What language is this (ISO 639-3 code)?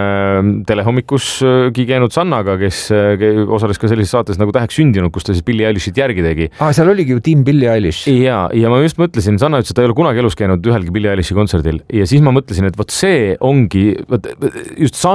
est